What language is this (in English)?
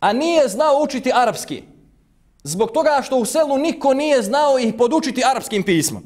Bosnian